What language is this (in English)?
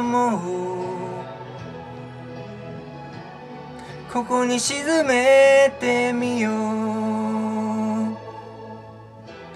Japanese